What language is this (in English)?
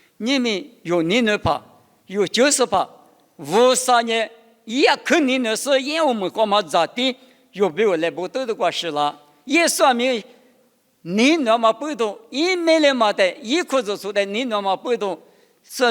Lisu